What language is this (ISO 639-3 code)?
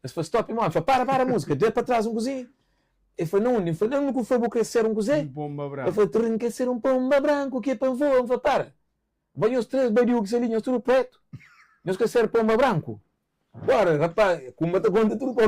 kea